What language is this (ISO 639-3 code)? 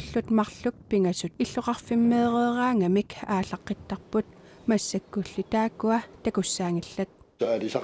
kal